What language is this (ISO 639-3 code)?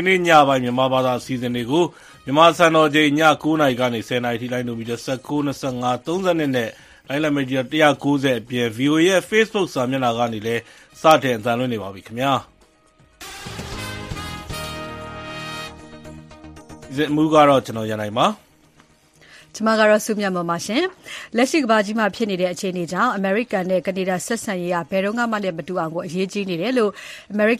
mya